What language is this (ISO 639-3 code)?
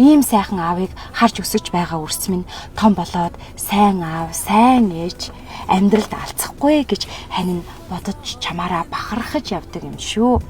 mon